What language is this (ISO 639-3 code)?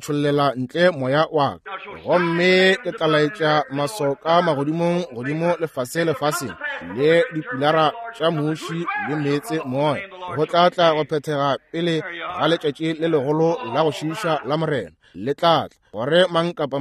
nso